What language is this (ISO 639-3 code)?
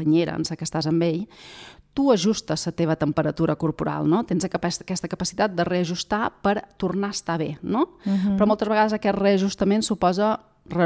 cat